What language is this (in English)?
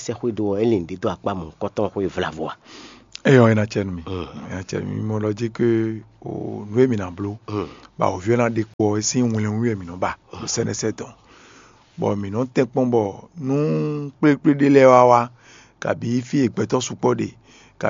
Fon